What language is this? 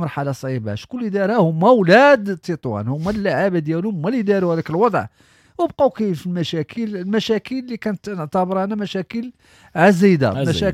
Moroccan Arabic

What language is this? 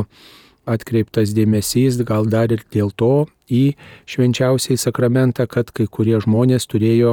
Lithuanian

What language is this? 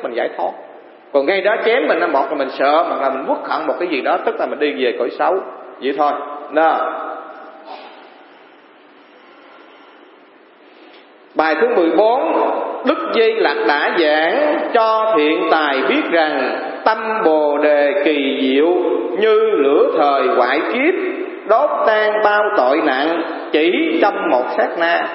Vietnamese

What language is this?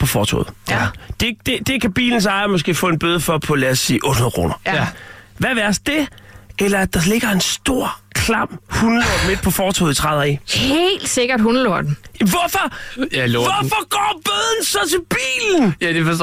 Danish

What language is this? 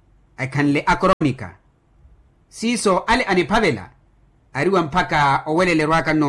Makhuwa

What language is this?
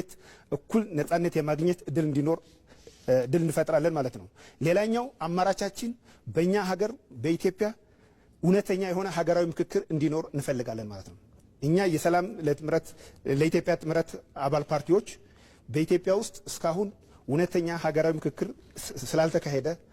Amharic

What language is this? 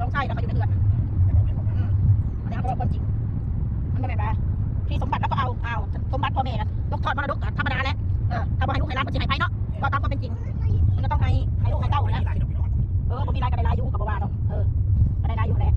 Northeastern Thai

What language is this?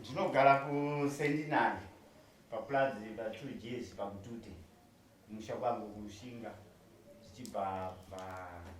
Shona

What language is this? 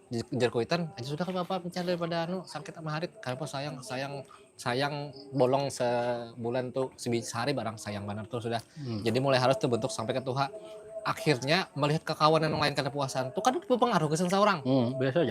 Banjar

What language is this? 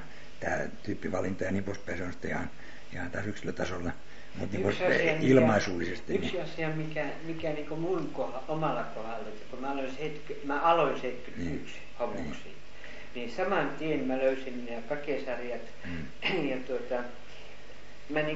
Finnish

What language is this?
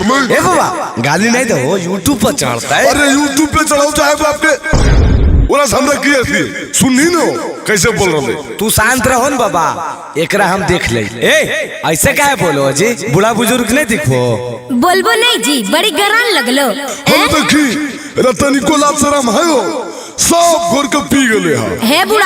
Magahi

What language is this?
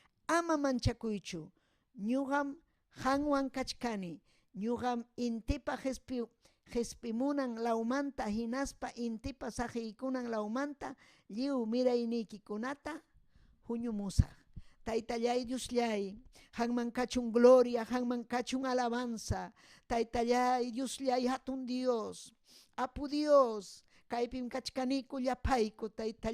Ayacucho Quechua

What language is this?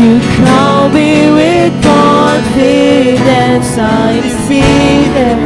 Waray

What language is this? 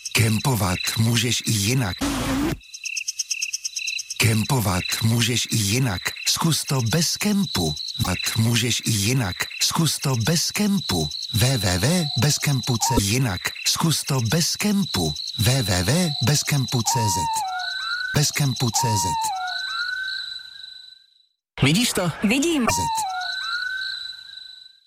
Czech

